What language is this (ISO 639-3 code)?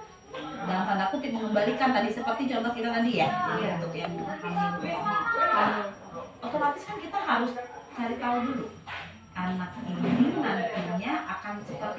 ind